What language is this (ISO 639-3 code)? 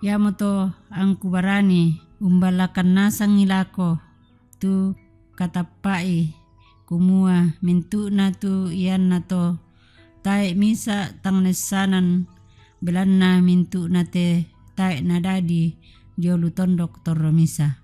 sda